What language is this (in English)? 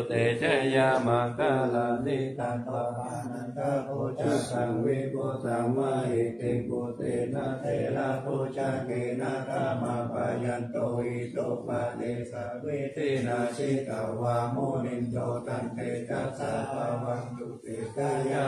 Pali